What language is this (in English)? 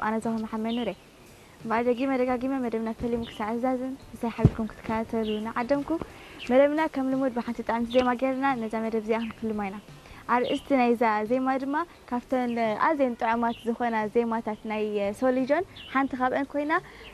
Tigrinya